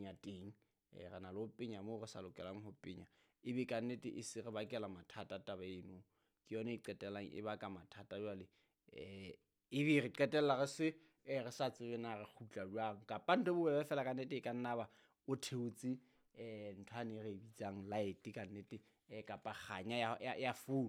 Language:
Southern Sotho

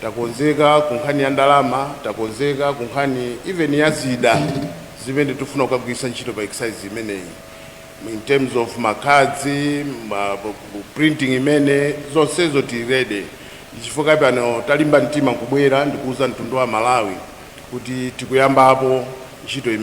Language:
Nyanja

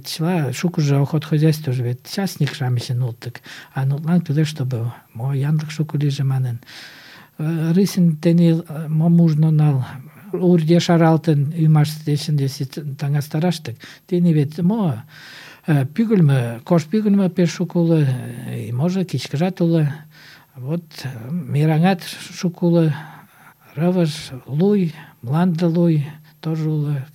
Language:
Mari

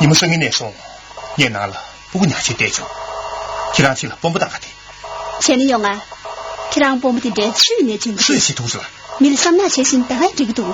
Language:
Tibetan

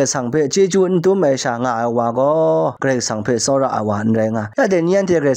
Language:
Kachin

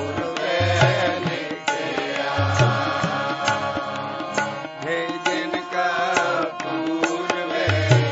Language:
Punjabi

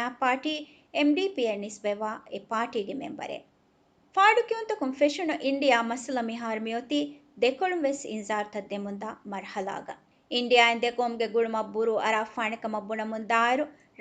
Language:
Divehi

